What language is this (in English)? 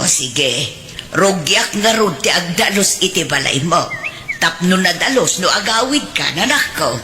Iloko